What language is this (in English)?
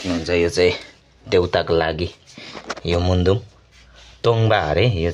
Nepali